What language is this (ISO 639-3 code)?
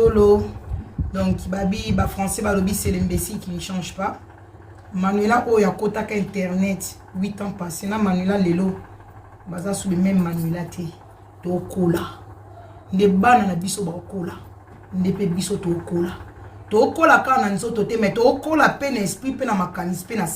lin